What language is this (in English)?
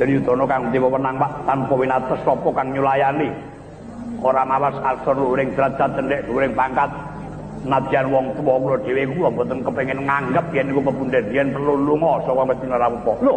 Javanese